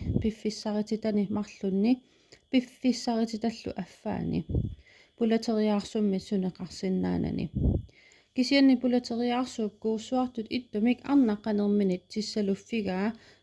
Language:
Kalaallisut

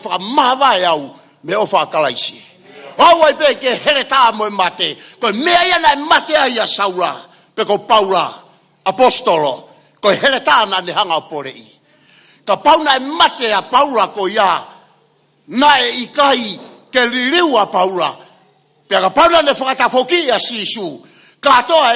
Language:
Tongan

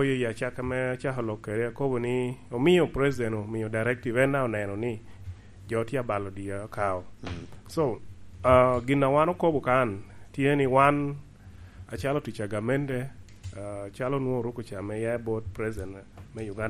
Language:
Lango (Uganda)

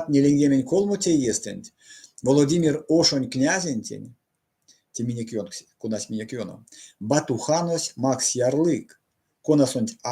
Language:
Erzya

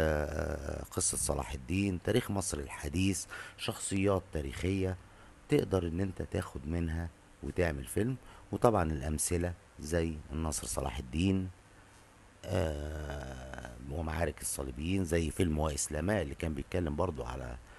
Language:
Egyptian Arabic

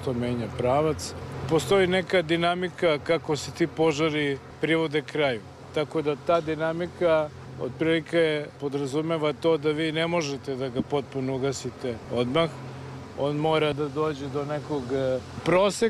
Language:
Serbian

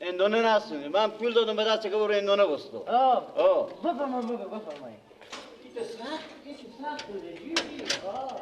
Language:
Persian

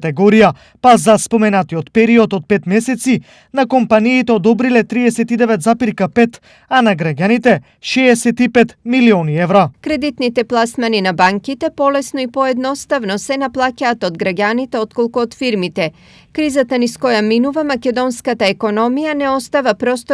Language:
Macedonian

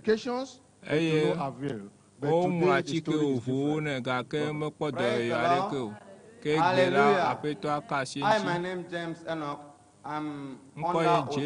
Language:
Ewe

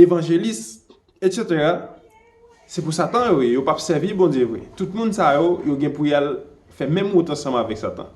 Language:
Haitian Creole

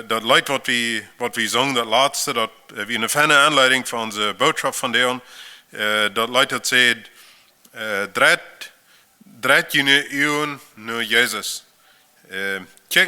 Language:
Plautdietsch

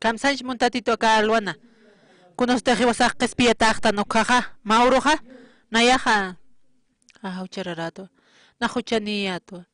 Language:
Aymara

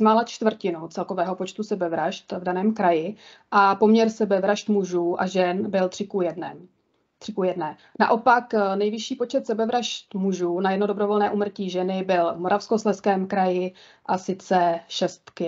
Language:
Czech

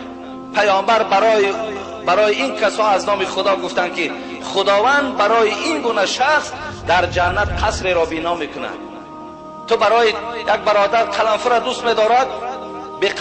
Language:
Tajik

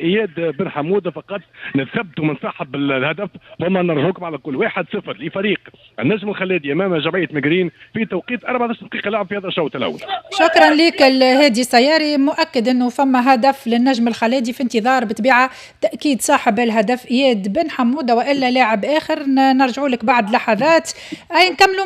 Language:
Tunisian Arabic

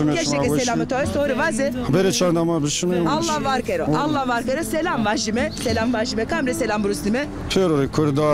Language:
Zaza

